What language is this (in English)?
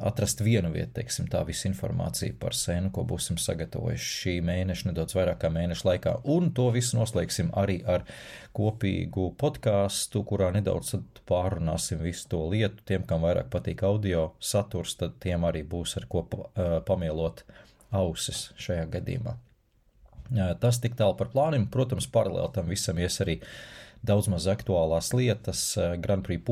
Latvian